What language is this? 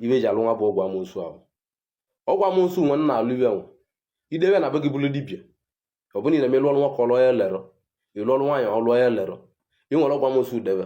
Igbo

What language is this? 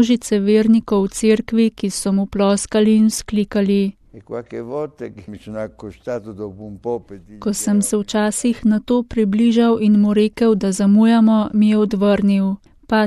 Slovenian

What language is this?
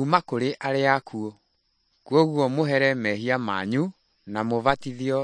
Kikuyu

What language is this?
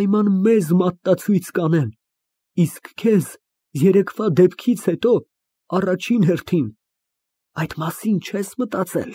Armenian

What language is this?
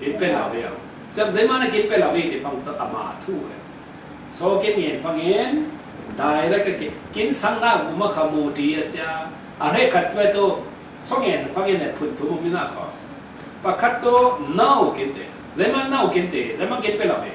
Falam Chin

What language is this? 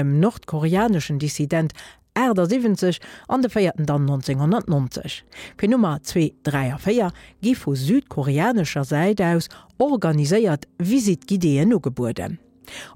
Luxembourgish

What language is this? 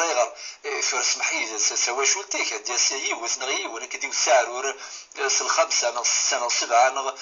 Kabyle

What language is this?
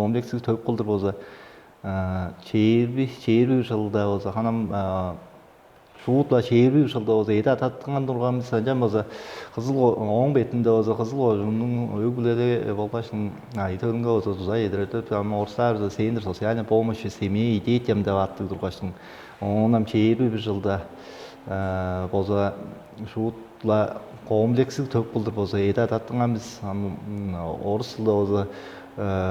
Tuvinian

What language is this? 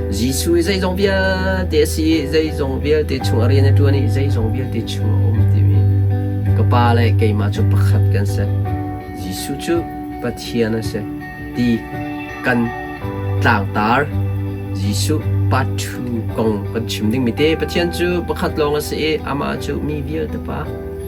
Hakha Chin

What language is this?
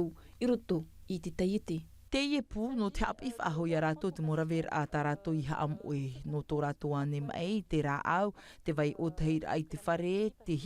Tahitian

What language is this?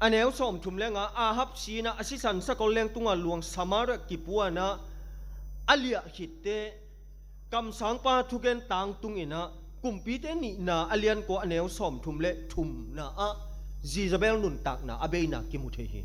Tedim Chin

